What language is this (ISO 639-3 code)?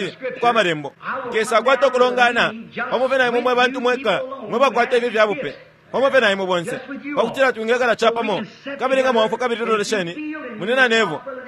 bem